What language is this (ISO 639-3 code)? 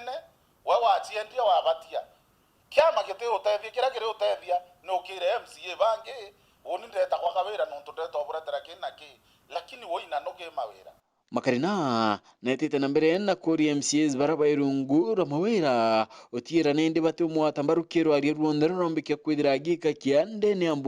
mer